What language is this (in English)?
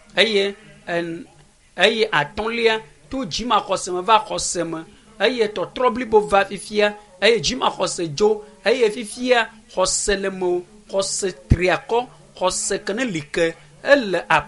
Ewe